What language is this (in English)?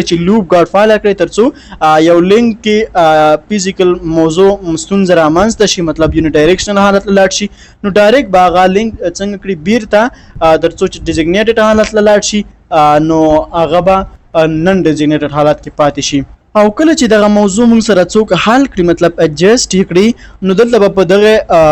Pashto